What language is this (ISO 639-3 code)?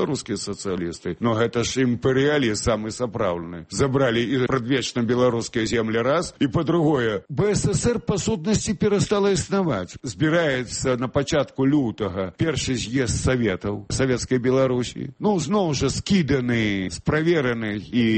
bel